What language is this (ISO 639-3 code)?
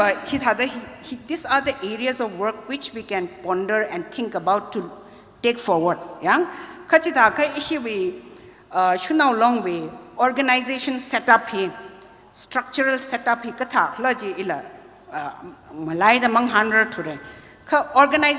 nmf